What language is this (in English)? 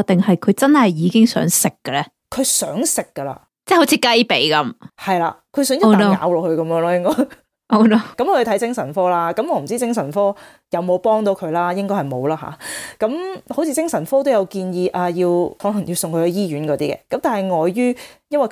Cantonese